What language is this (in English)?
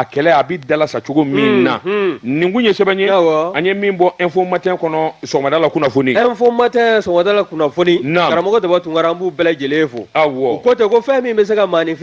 Bambara